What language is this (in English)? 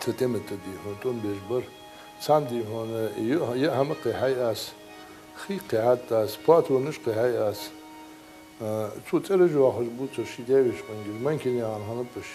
Ingush